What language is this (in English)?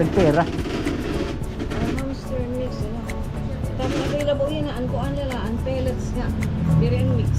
Waray